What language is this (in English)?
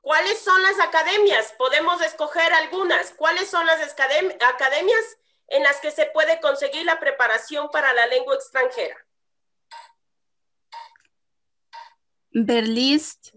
Spanish